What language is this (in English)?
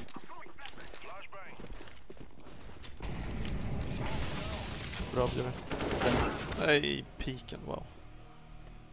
Swedish